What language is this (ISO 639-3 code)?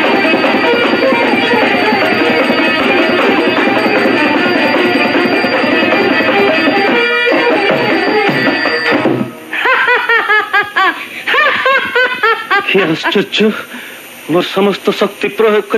ori